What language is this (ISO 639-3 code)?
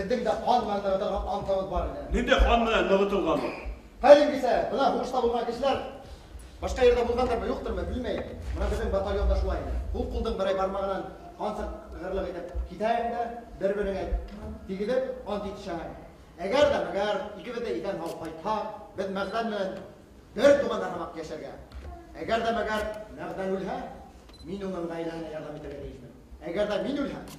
bak